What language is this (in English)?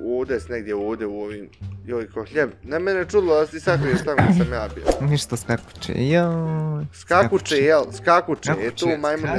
Bosnian